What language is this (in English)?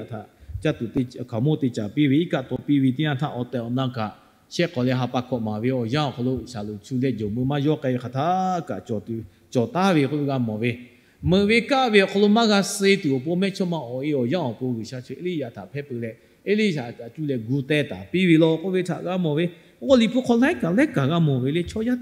Lahu